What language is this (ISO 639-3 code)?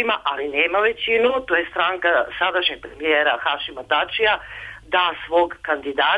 srp